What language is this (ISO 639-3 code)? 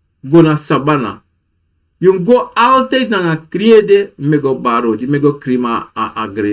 srn